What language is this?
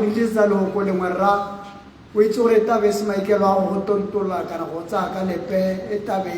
Tswana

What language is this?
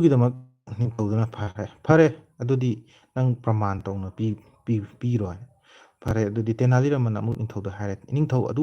Manipuri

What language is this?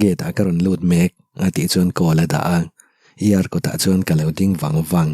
Mizo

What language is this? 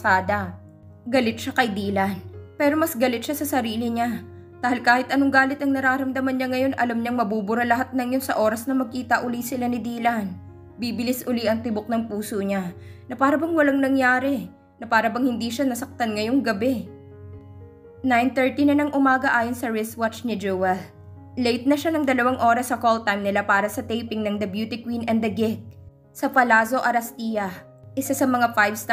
Filipino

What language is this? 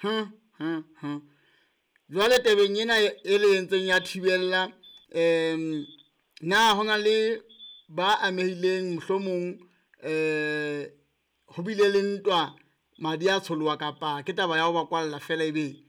Southern Sotho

